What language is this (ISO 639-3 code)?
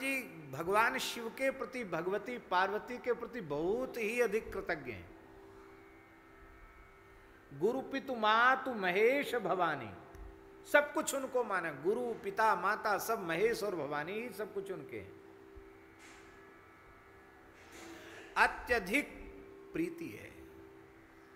hin